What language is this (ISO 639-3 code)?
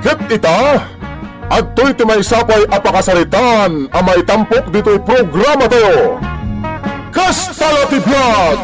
ilo